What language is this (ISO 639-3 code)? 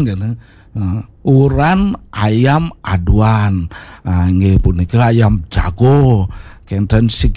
ban